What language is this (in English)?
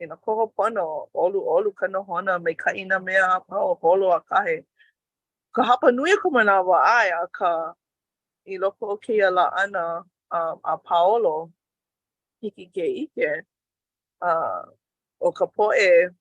Hawaiian